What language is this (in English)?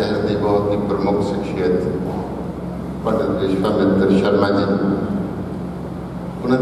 Hindi